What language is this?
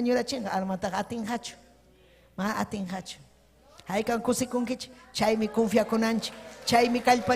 Ayacucho Quechua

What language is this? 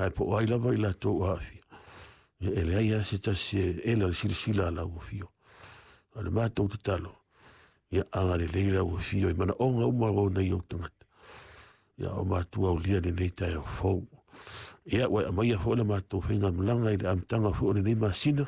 Samoan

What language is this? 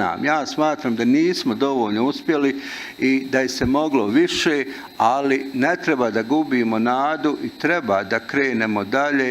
Bosnian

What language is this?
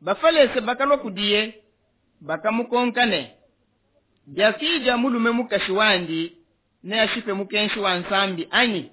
Luba-Lulua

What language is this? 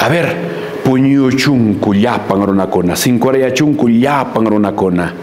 Quechua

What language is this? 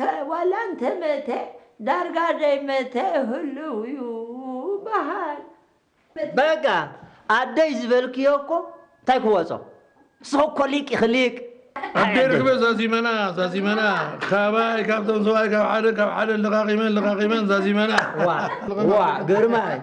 Tigrinya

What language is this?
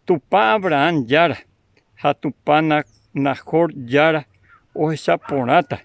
Guarani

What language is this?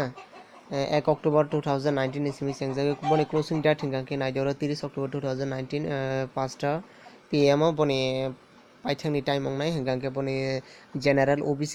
Kok Borok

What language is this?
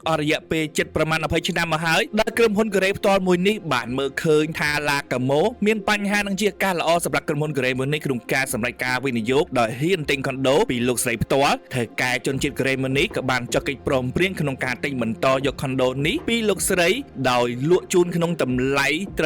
Khmer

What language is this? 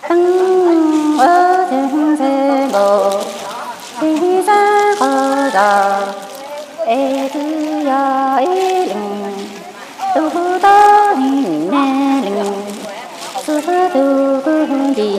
Hmong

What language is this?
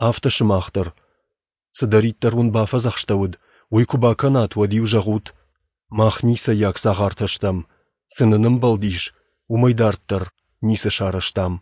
Ossetic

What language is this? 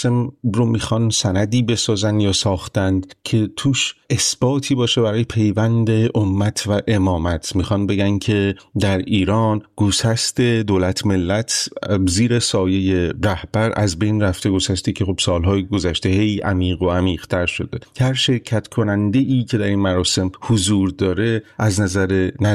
Persian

